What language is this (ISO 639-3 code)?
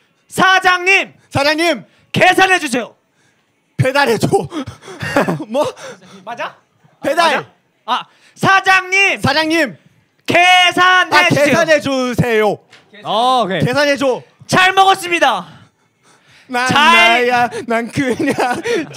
kor